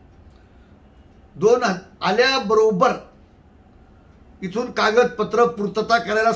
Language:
Marathi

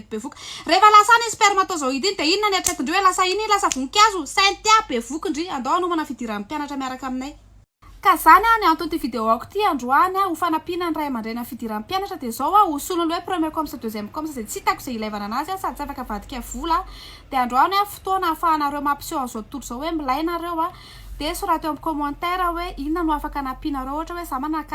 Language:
Malagasy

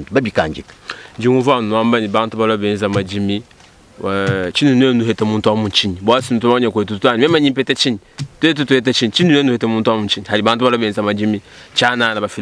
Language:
Luba-Lulua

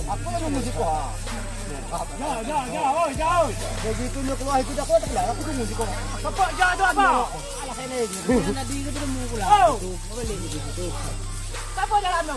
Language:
Minangkabau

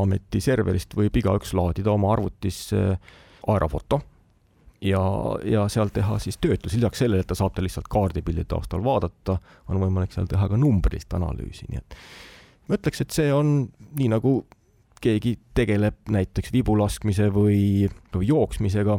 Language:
Estonian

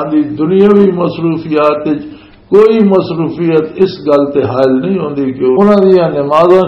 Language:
Western Panjabi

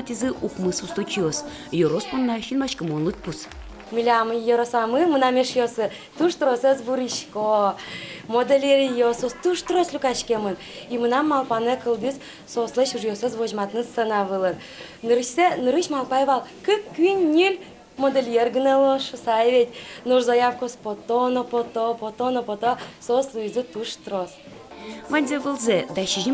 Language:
Udmurt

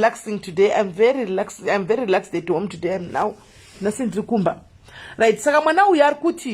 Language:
Shona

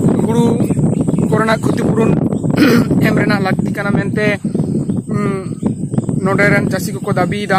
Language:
Santali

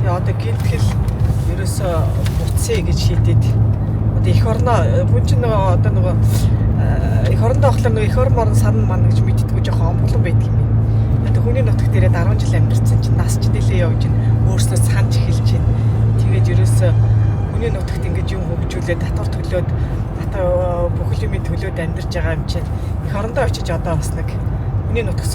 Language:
Mongolian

